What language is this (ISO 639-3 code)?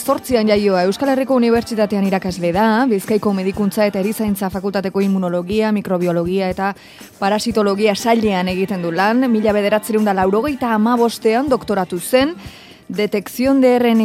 eus